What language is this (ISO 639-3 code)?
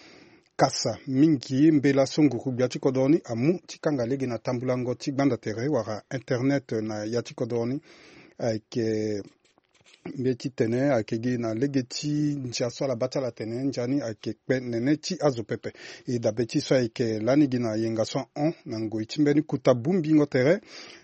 sag